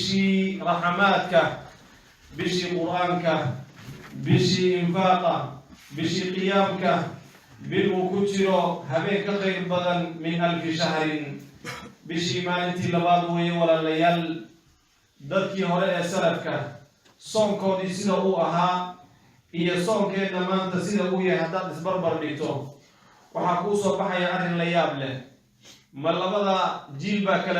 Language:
Somali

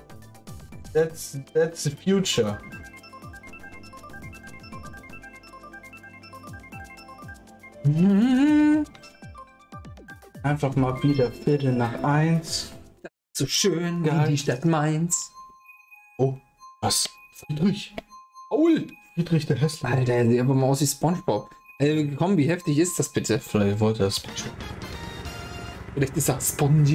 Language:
German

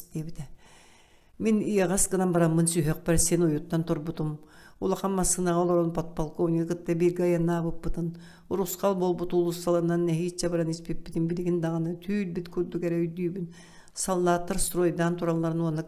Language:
Yakut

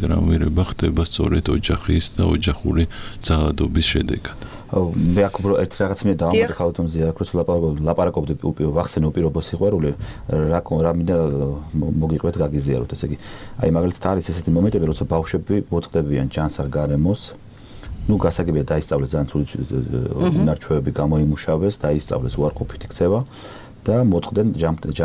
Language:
Georgian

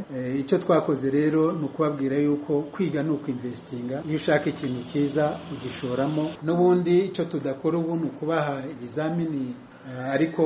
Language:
Kinyarwanda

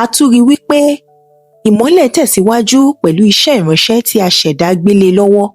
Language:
Yoruba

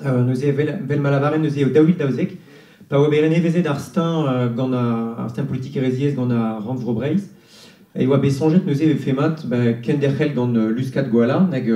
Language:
Breton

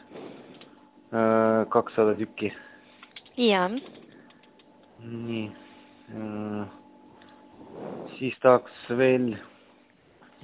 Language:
Estonian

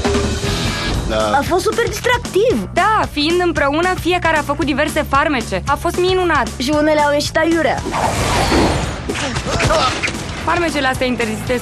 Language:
Romanian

